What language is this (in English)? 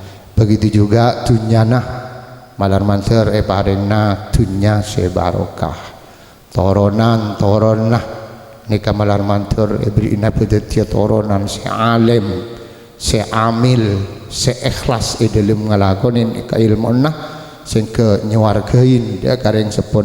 Madurese